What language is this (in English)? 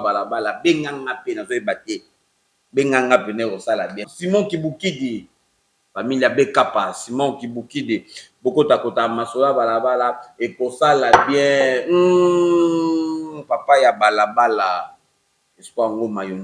Lingala